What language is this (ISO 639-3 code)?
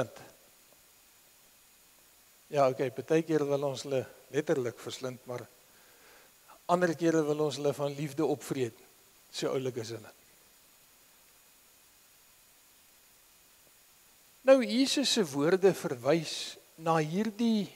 afr